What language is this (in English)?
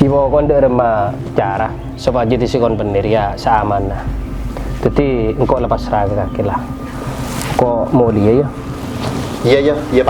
Madurese